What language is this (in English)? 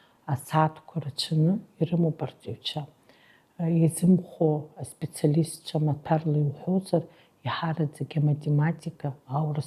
Abkhazian